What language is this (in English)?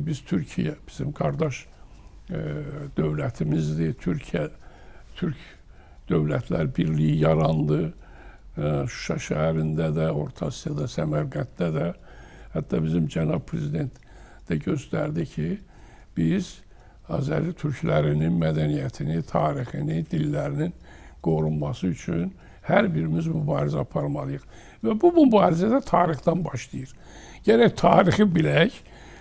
Azerbaijani